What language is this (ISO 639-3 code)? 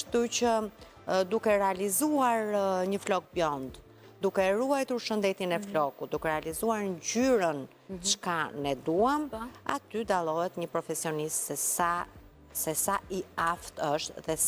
sqi